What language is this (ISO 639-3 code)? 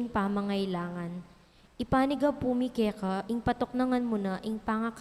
pam